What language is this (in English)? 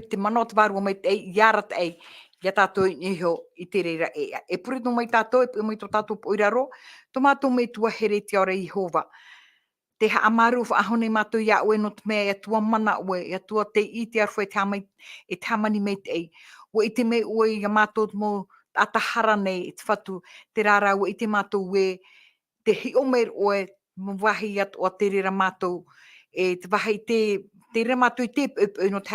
Tahitian